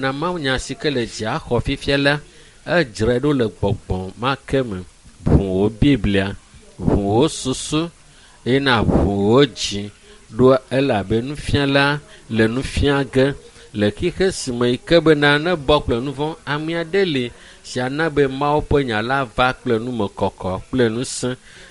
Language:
Ewe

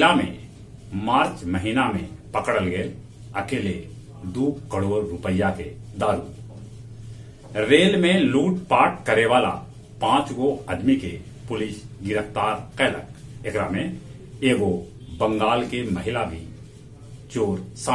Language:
Magahi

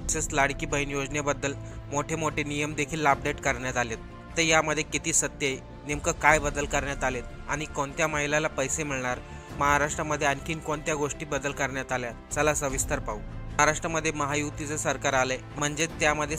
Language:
Marathi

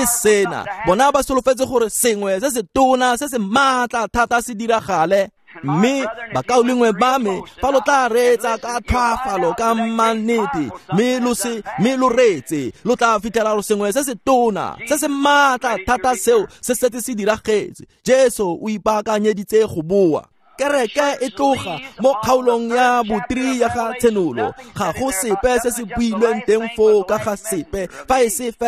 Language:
Tswana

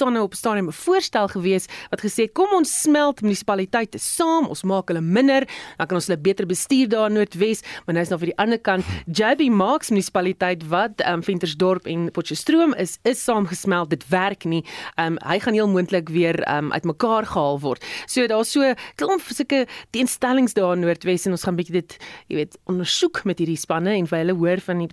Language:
Afrikaans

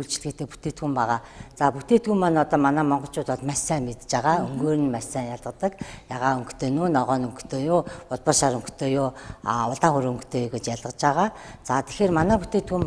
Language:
Mongolian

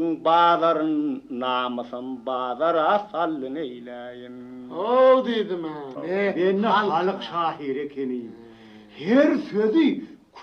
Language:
Turkmen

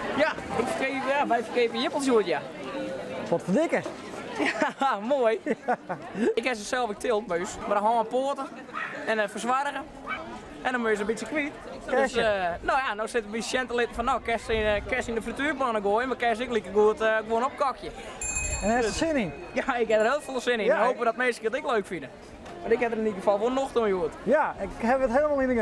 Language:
Western Frisian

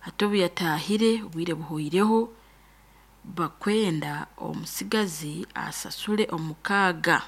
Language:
Nyankole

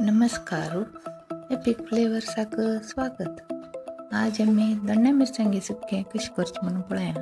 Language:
Konkani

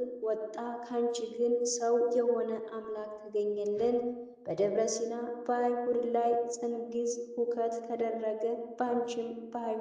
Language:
Amharic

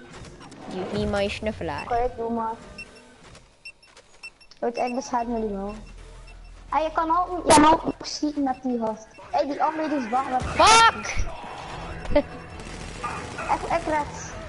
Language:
Dutch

